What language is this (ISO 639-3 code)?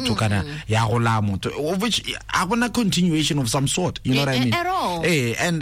tsn